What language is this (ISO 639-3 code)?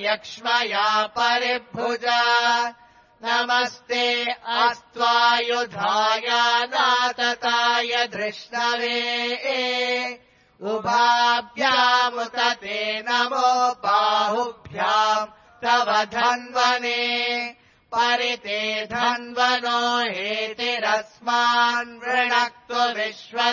san